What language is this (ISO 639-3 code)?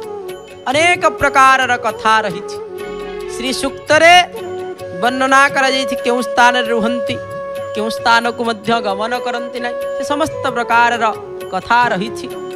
ori